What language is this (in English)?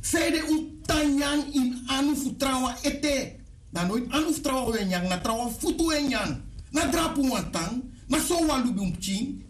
Sranan Tongo